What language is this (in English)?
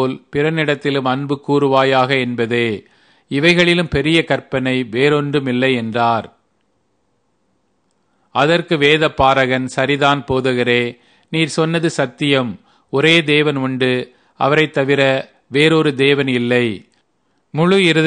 Tamil